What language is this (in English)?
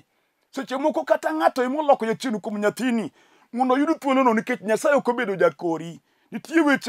Luo (Kenya and Tanzania)